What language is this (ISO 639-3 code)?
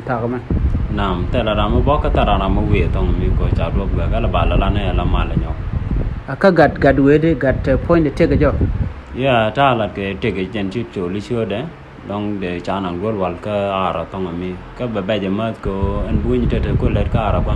nus